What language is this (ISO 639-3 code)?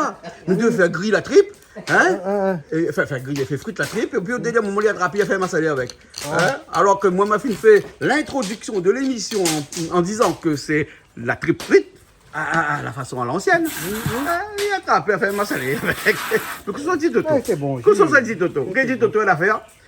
rcf